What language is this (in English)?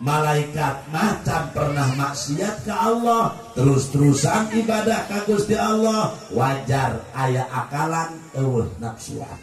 Sundanese